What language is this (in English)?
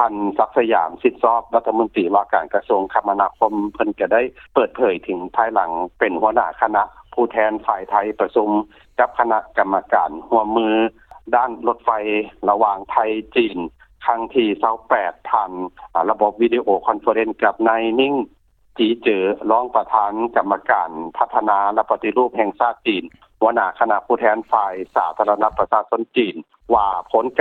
Lao